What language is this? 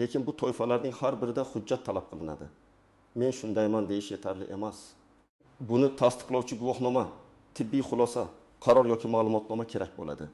Uzbek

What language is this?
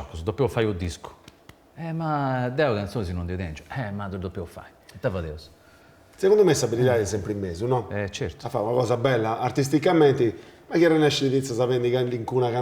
Sardinian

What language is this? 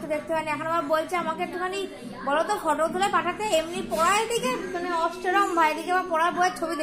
Bangla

